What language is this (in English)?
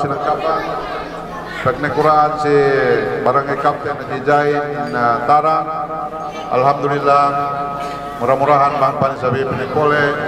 Yakan